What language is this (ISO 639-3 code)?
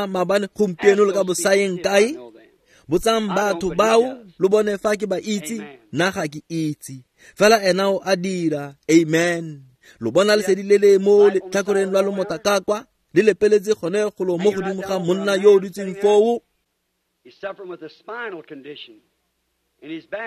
tsn